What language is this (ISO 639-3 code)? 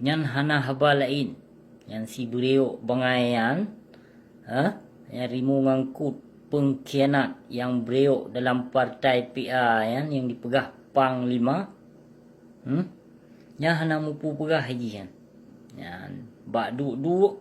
ace